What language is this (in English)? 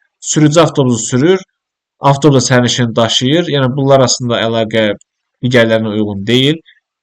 Azerbaijani